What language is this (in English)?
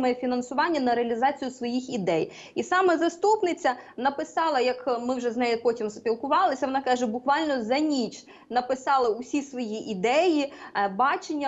Ukrainian